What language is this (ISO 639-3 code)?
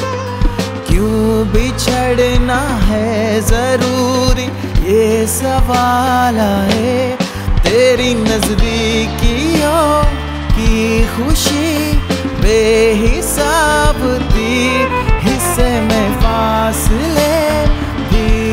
tel